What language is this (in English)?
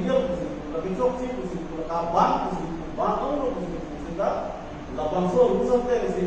Karbi